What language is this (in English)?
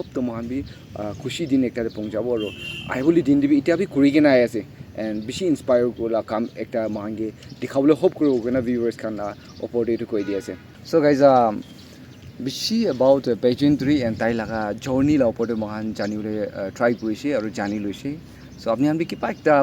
Naga Pidgin